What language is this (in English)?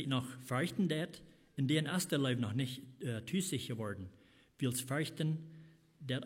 Plautdietsch